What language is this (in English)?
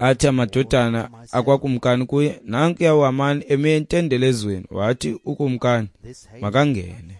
Xhosa